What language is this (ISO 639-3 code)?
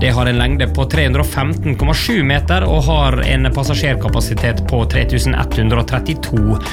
nor